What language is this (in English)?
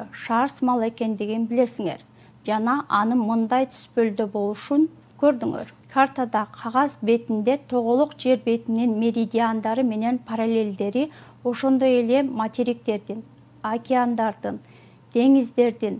Kyrgyz